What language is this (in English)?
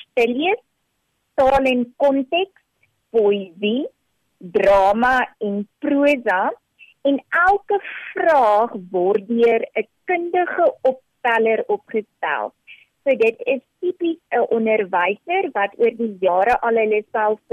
Afrikaans